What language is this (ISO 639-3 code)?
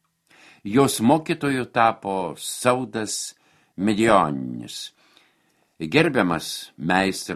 lit